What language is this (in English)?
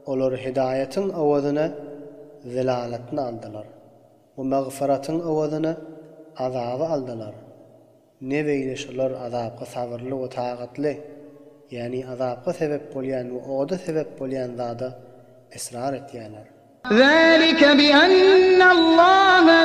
Turkmen